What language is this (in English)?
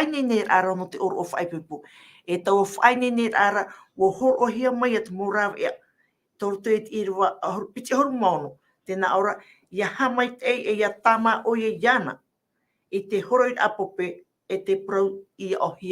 Tahitian